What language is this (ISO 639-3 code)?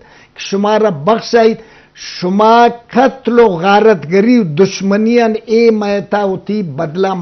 bgp